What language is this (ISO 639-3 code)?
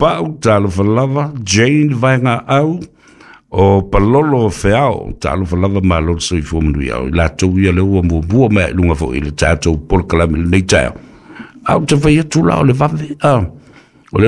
smo